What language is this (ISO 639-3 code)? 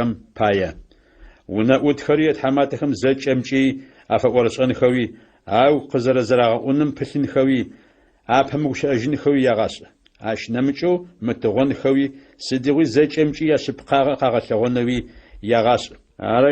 ady